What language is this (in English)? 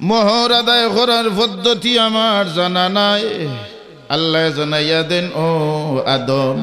Sylheti